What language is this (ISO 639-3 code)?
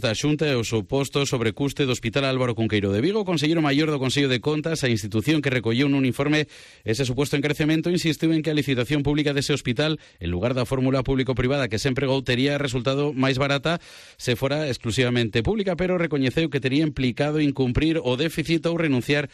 glg